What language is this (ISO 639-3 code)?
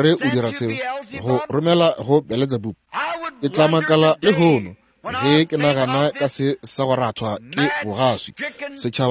nso